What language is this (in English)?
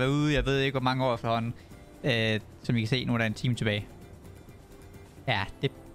Danish